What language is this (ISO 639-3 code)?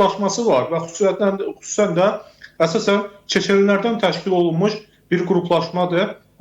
aze